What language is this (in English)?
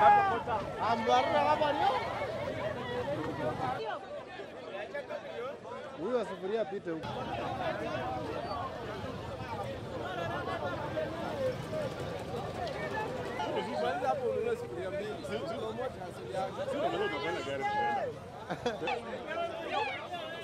Swahili